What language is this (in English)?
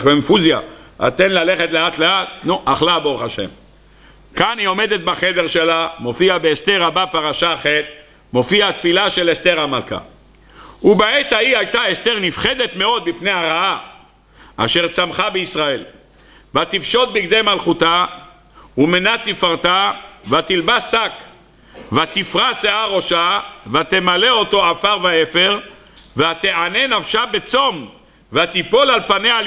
Hebrew